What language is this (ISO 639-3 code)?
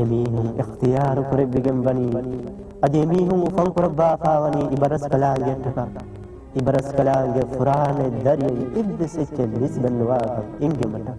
div